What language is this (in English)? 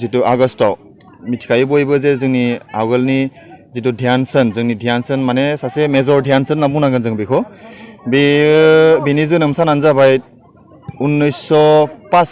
Bodo